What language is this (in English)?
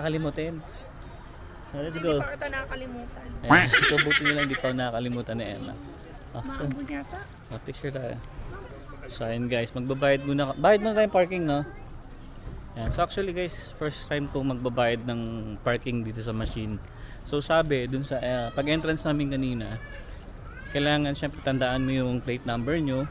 Filipino